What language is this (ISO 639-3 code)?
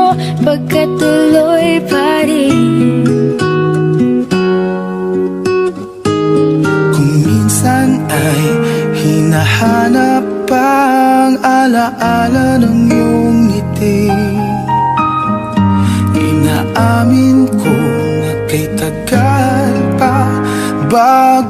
fil